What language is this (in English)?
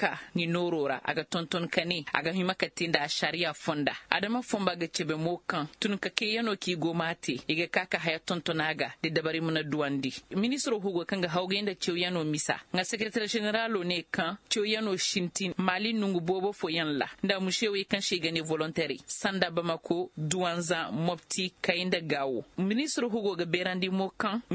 Zarma